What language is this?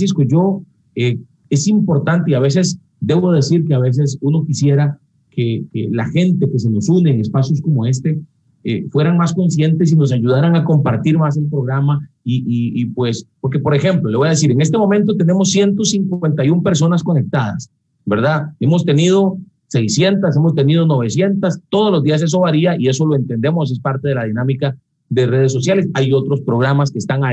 Spanish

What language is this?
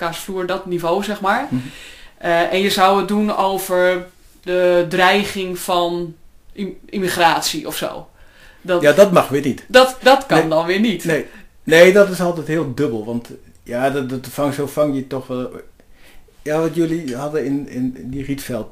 Dutch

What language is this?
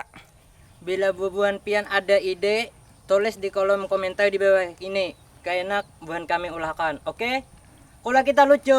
Banjar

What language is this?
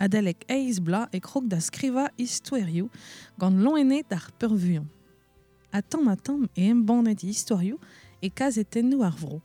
Breton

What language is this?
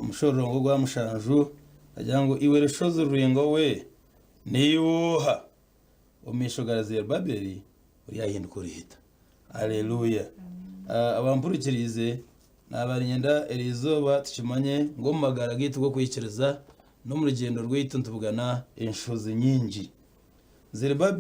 Nyankole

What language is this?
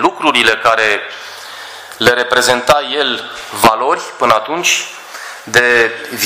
Romanian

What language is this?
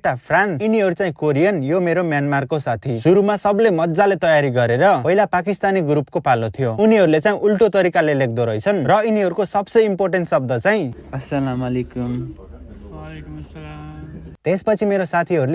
Nepali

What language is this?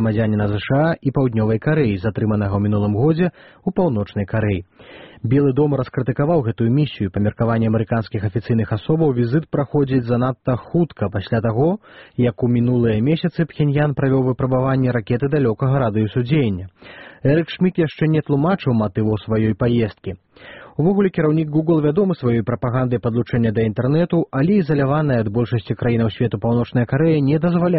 Belarusian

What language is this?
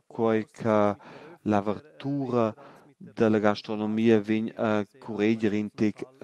Romansh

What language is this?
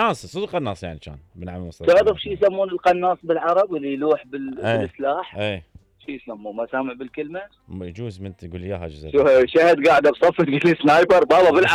Mesopotamian Arabic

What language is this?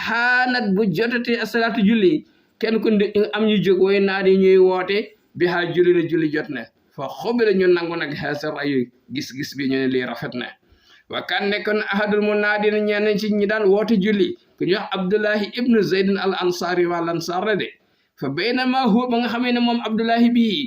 Wolof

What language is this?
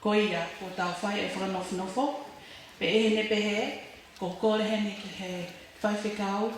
Tongan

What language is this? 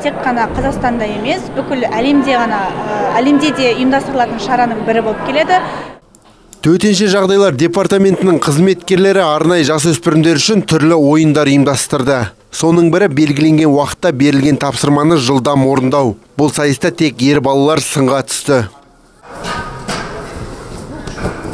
Kazakh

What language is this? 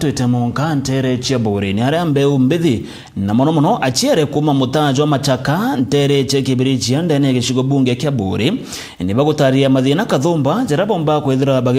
Meru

